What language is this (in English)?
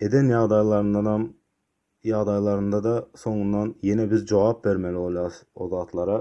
Turkmen